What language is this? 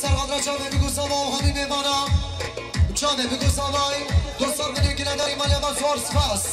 Kurdish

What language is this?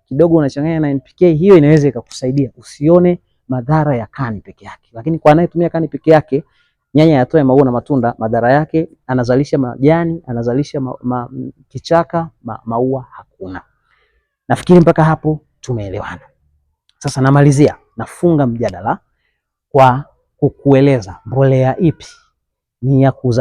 Swahili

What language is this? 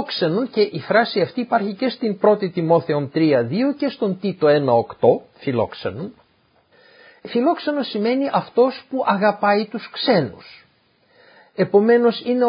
Greek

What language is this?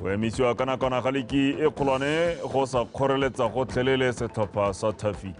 Tswana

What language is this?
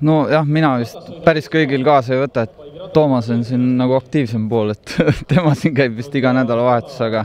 Estonian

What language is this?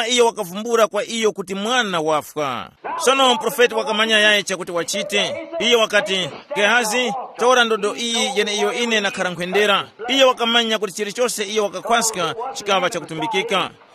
Tumbuka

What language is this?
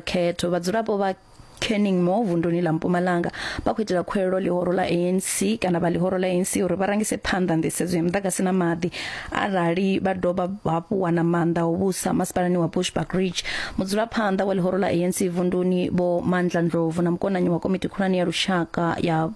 Venda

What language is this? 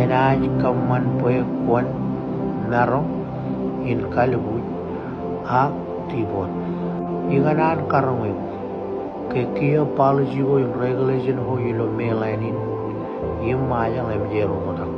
Marshallese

